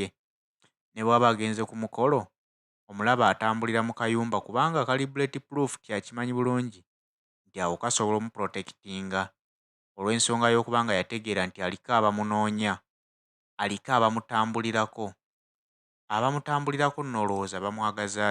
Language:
Ganda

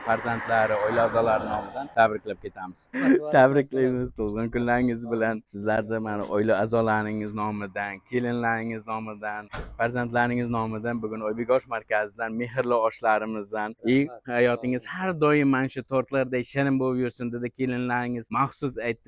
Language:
Uzbek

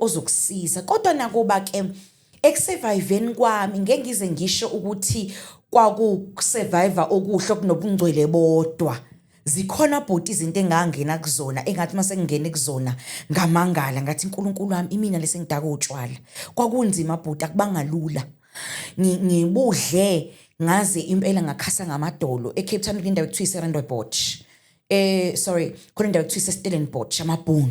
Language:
Zulu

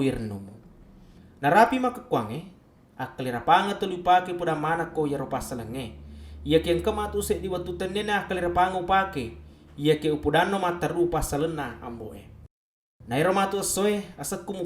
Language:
Buginese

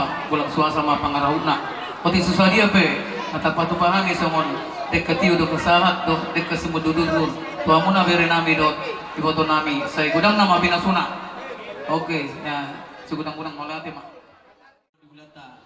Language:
Batak Toba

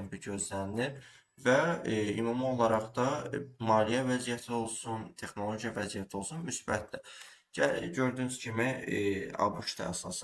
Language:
Azerbaijani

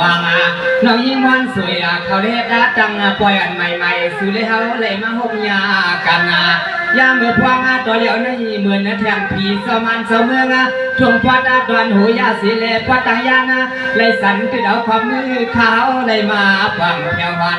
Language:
Shan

